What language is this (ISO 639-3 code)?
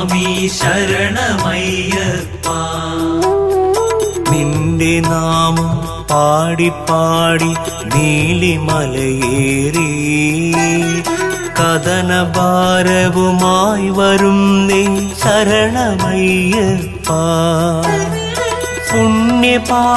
mal